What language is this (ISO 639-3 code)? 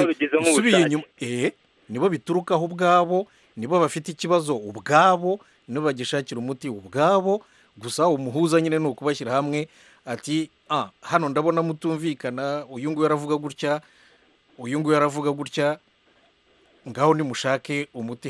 kin